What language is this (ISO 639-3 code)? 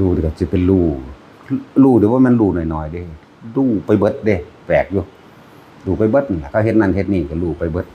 tts